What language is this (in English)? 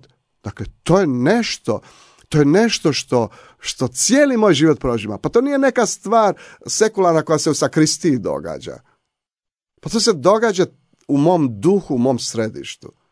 Croatian